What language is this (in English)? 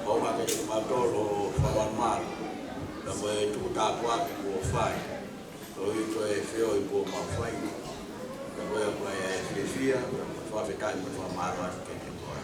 Tongan